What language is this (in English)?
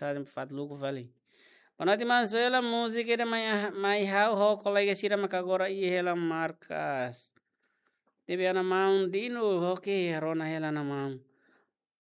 Tetum